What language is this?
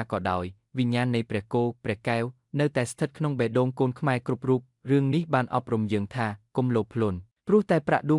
Khmer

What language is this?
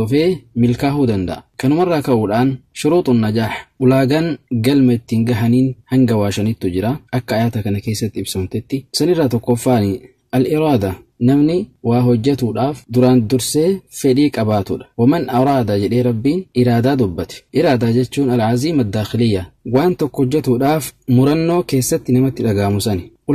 Oromo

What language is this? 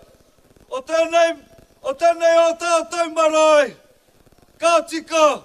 Māori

